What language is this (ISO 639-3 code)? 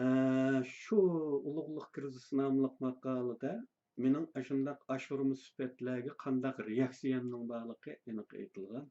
uig